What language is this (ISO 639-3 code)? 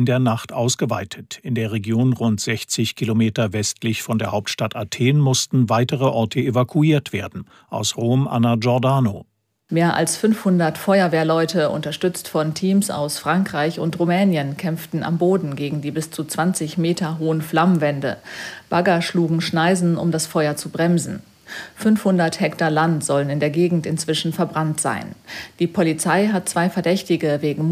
deu